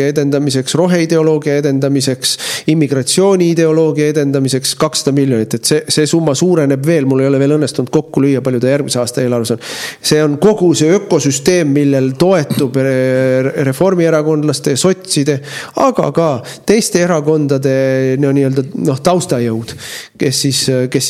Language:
Estonian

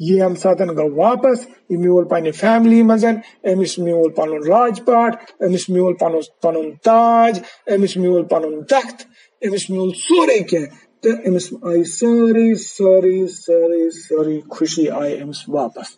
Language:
Kashmiri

